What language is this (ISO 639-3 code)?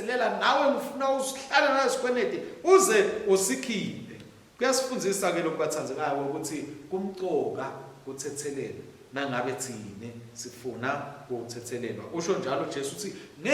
ssw